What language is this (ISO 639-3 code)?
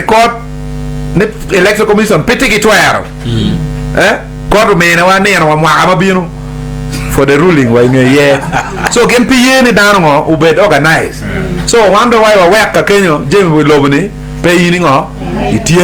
ach